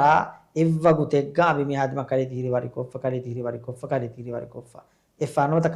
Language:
Divehi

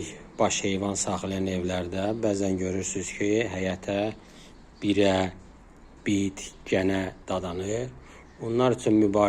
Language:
Azerbaijani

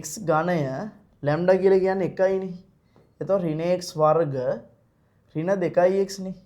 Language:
Sinhala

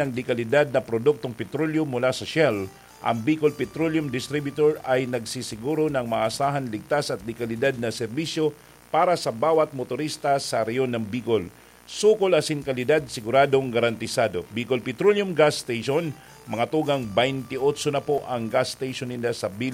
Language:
Bikol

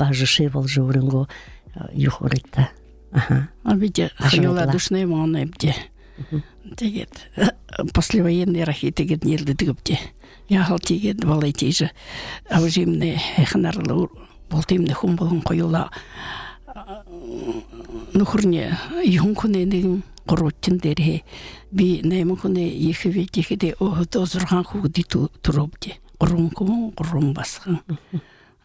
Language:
Buriat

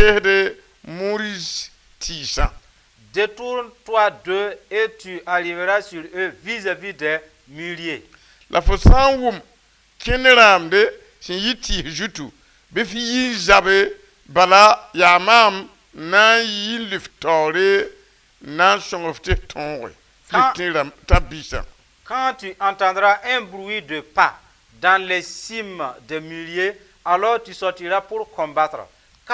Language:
Mossi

